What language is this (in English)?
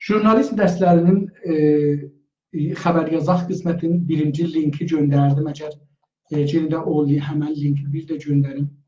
South Azerbaijani